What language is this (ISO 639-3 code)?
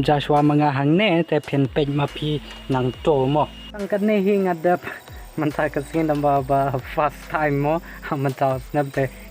kha